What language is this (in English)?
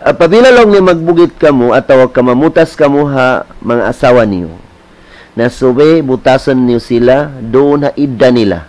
Tausug